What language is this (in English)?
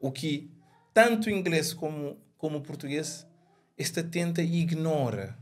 Kabuverdianu